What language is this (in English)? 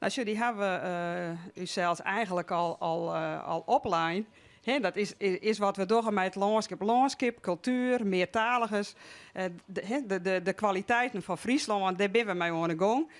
Western Frisian